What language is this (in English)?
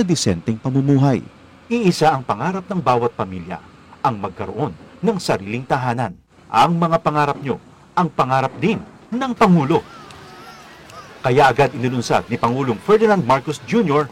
Filipino